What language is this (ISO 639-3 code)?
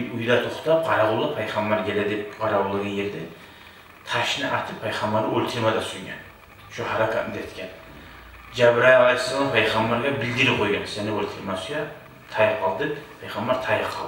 kum